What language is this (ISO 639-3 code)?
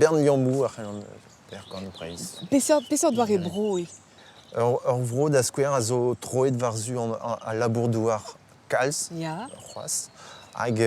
bre